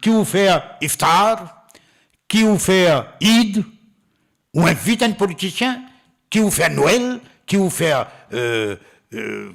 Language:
Morisyen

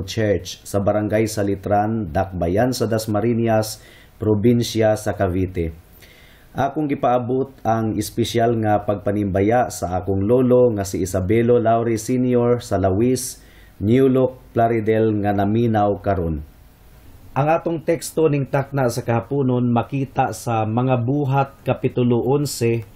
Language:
Cebuano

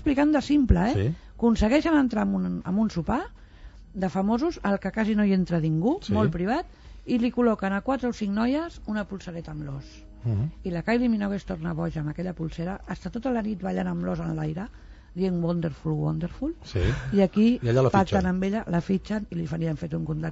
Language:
Catalan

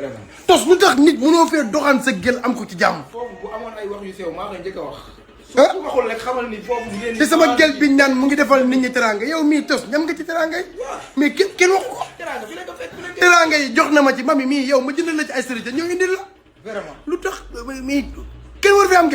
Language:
Wolof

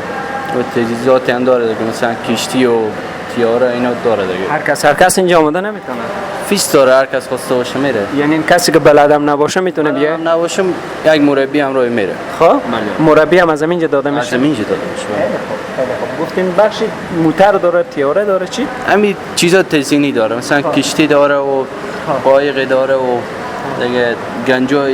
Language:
Persian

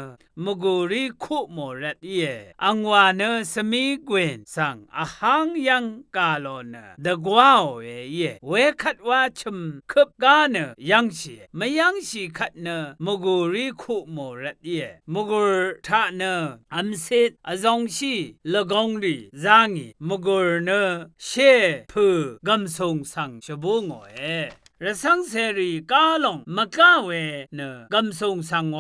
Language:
Rawang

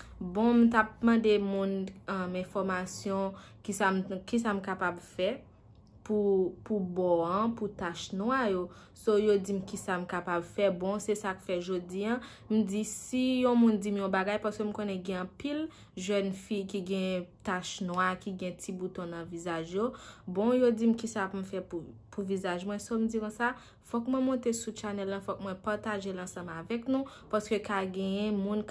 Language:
Haitian Creole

